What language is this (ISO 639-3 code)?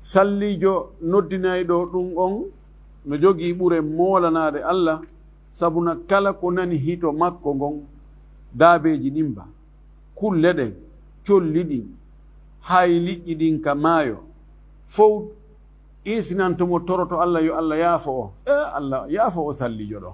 ful